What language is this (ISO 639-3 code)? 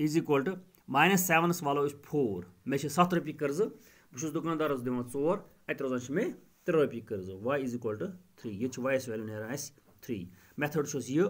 kas